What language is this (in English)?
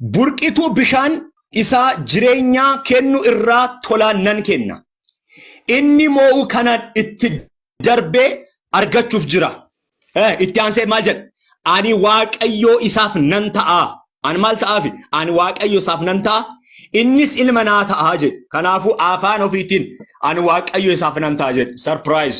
Oromo